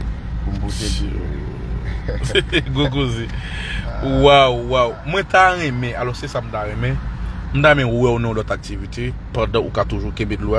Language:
Haitian Creole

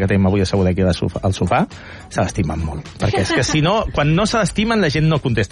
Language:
Catalan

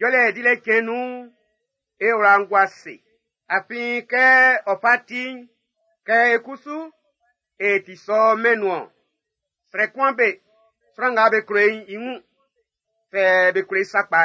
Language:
Baoulé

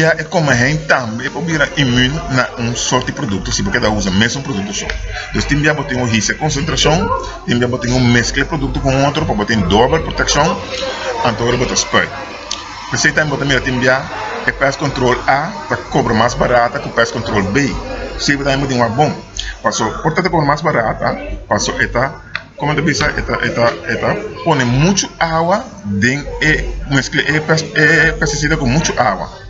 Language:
Papiamento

